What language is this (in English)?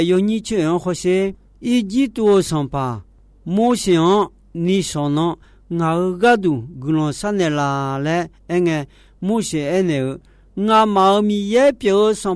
Akha